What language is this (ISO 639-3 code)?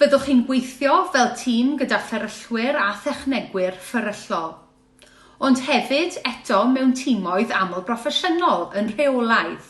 cym